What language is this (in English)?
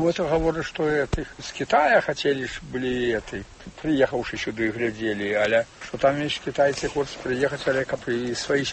Belarusian